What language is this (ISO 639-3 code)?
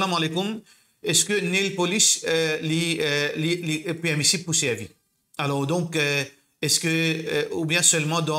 mfe